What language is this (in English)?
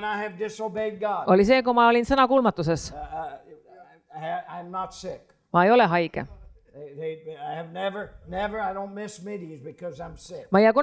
Estonian